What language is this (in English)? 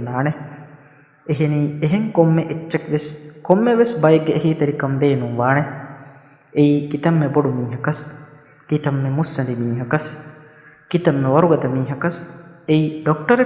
Divehi